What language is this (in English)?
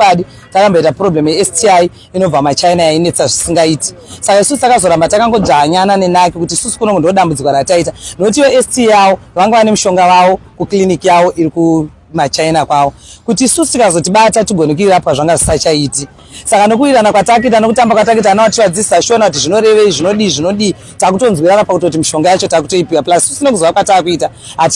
Shona